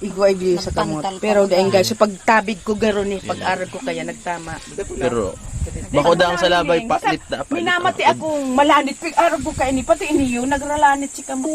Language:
Bikol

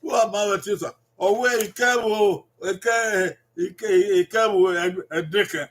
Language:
Bini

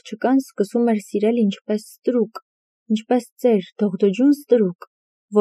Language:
Armenian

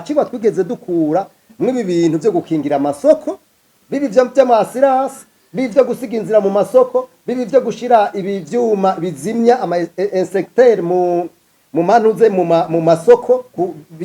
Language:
Rundi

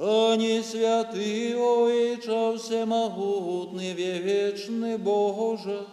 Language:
Belarusian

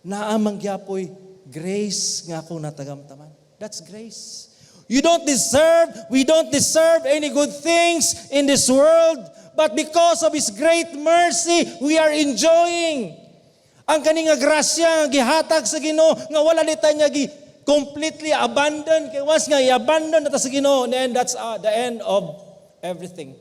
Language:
Cebuano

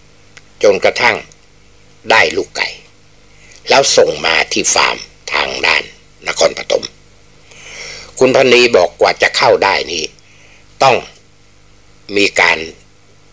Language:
Thai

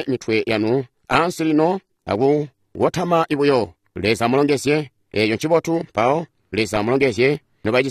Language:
Tonga (Zambia)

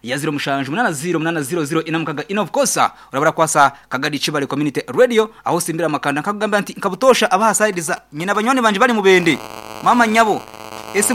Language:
Nyankole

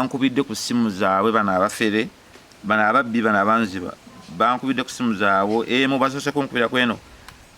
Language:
Ganda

